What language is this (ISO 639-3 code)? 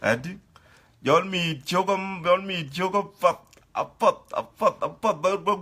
din